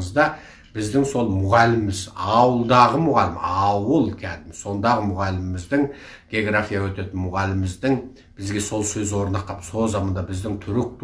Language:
Kazakh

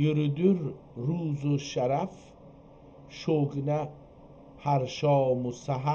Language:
South Azerbaijani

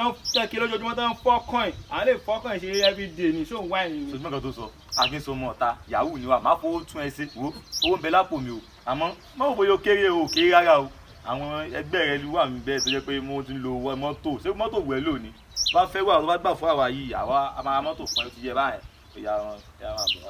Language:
Yoruba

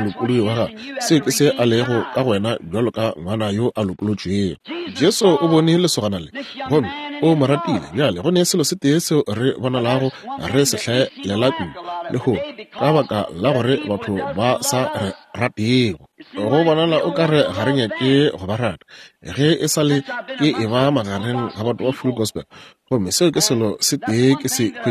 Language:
Northern Sotho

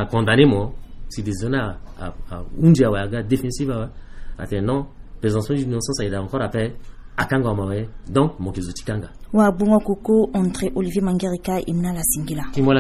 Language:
Sango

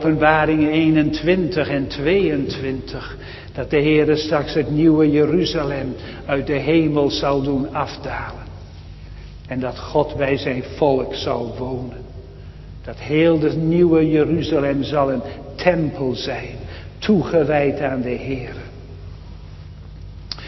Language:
Dutch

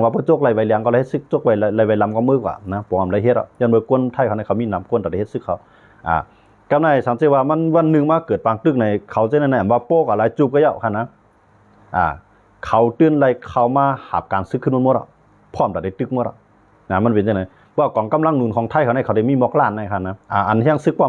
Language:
Shan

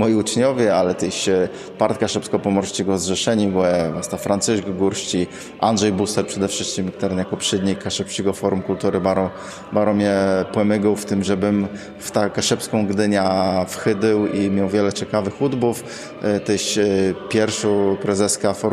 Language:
Kashubian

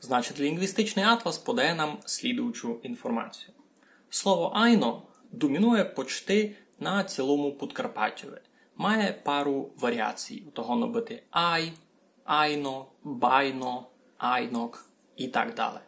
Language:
Rusyn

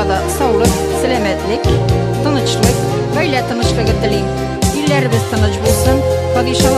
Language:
Tatar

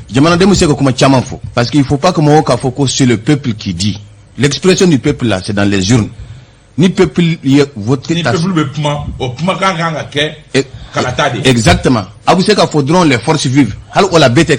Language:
Bambara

